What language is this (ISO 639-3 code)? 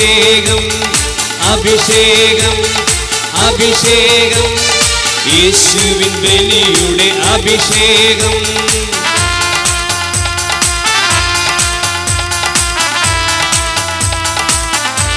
mal